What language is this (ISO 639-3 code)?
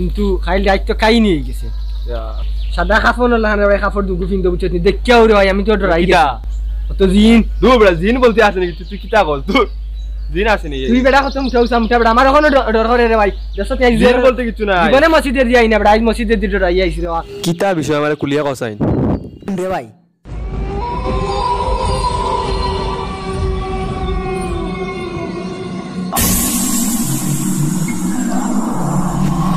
syl